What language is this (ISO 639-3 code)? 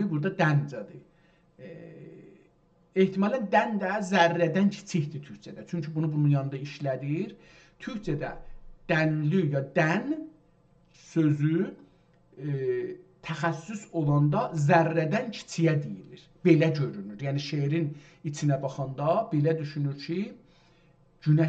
azb